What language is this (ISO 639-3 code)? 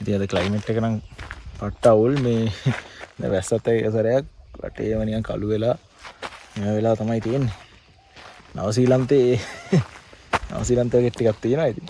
sin